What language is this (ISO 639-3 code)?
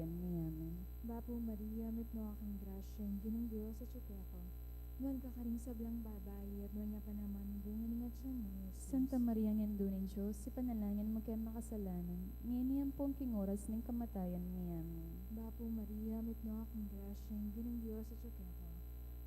pam